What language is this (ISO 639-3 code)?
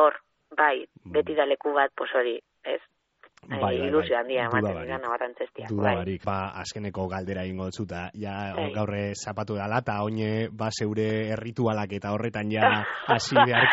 eus